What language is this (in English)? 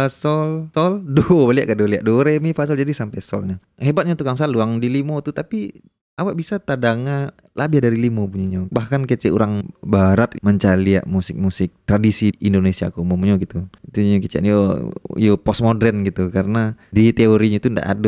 Minangkabau